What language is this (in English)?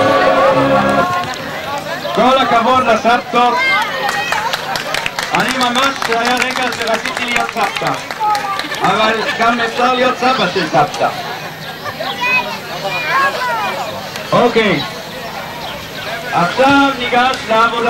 Hebrew